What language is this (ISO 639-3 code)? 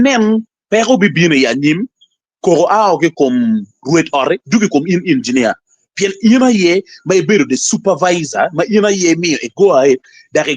ach